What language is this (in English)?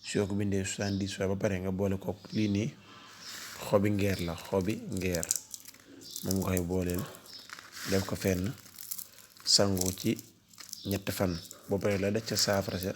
Wolof